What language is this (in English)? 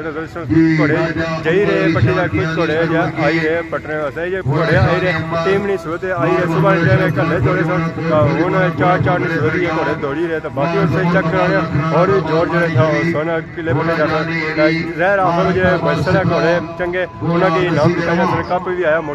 Pahari-Potwari